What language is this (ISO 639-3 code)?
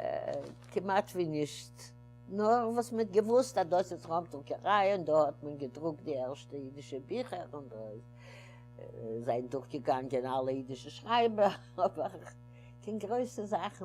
yid